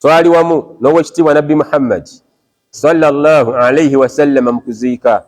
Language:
Ganda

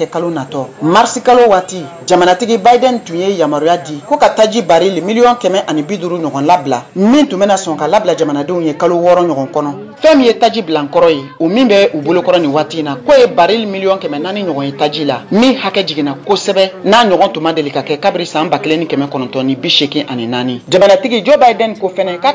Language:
Bambara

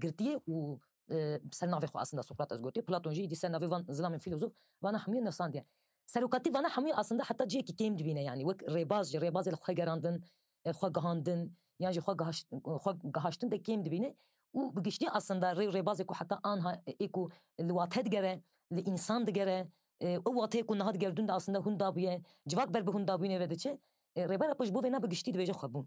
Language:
Kurdish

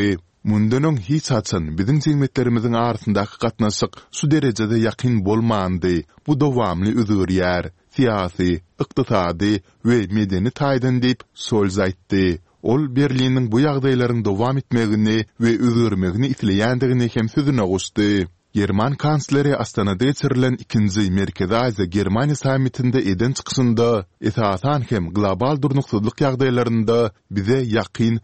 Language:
Turkmen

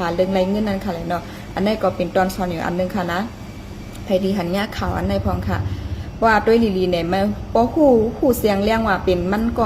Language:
Shan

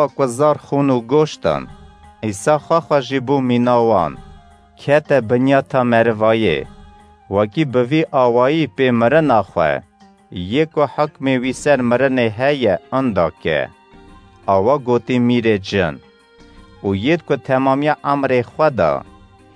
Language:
Kurdish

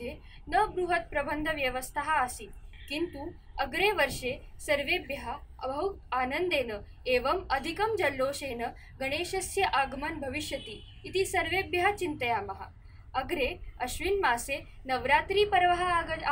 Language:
Sanskrit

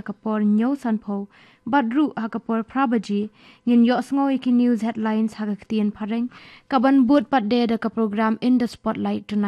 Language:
Khasi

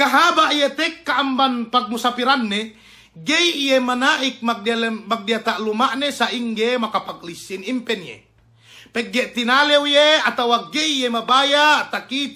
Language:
Yakan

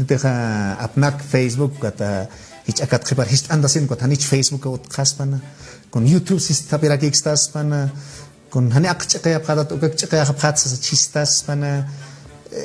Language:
Aymara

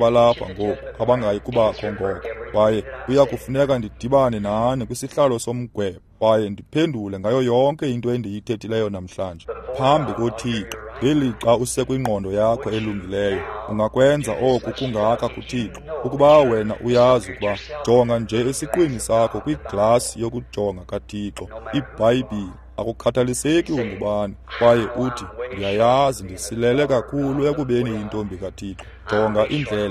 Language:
Xhosa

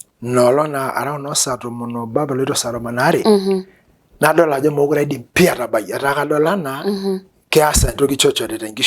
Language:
Masai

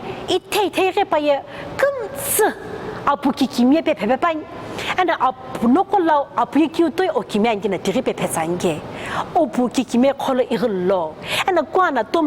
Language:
Sumi Naga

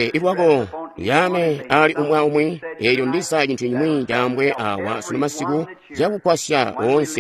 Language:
Tonga (Zambia)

